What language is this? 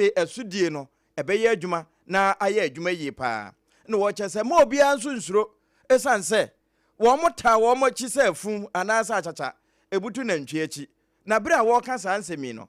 Akan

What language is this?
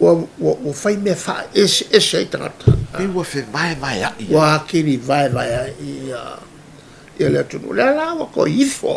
Samoan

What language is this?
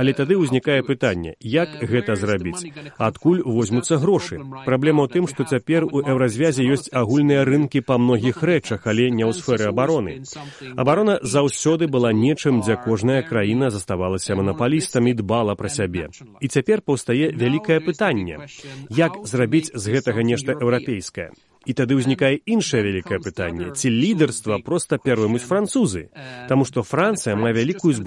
Belarusian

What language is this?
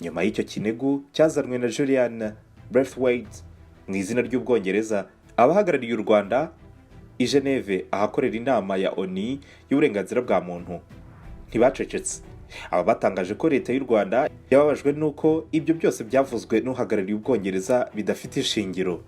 Kinyarwanda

